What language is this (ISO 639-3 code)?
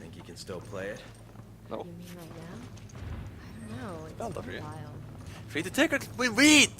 fao